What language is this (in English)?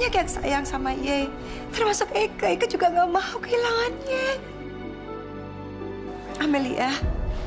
Indonesian